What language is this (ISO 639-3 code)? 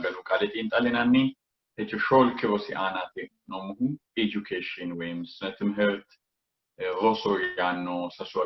sid